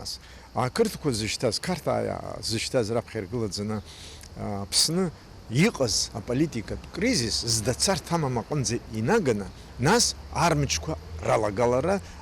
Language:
Abkhazian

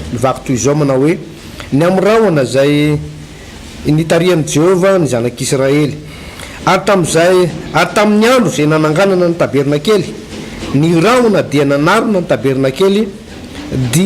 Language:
Malagasy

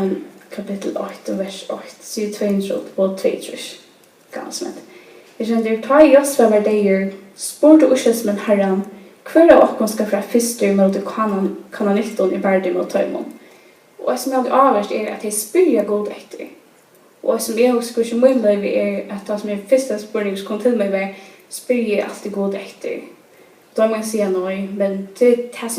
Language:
Faroese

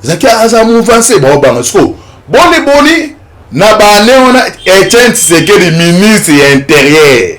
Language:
Lingala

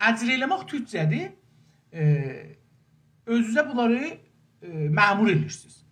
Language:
South Azerbaijani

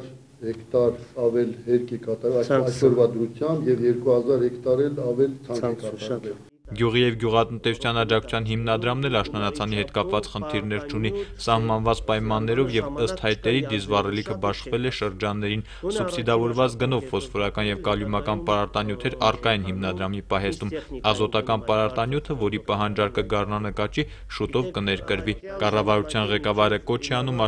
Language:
Armenian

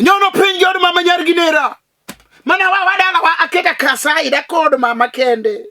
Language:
Luo (Kenya and Tanzania)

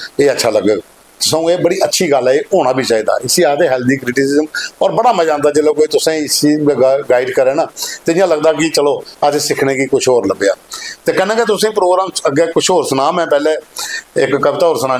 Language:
Dogri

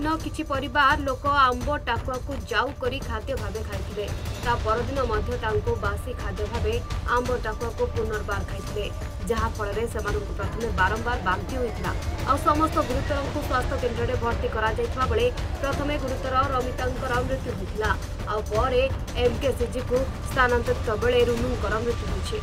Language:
Odia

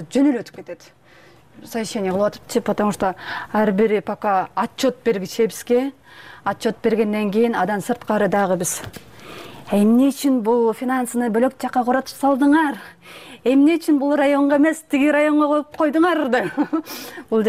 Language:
Kyrgyz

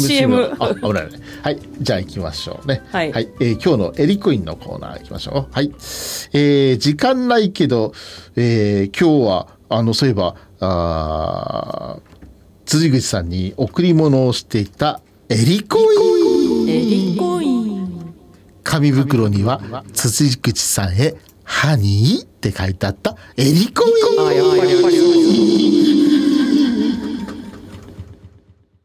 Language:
Japanese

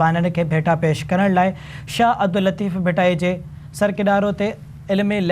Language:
Sindhi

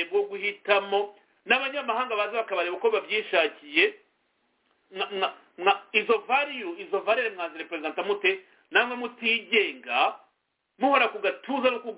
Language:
Kinyarwanda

